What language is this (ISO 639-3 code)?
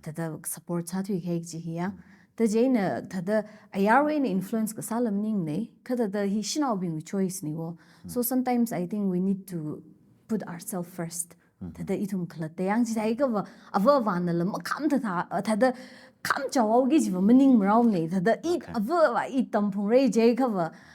nmf